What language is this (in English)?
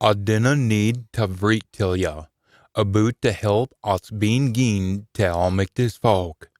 Scots